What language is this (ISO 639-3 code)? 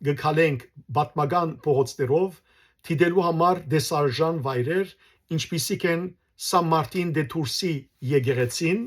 hyw